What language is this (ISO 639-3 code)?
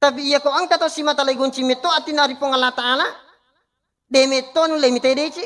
bug